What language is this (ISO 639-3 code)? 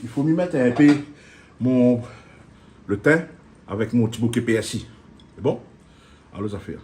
rcf